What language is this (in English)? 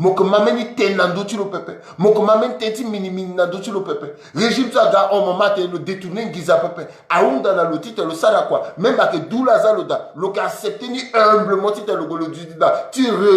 Sango